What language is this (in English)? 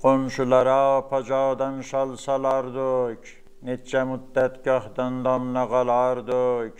South Azerbaijani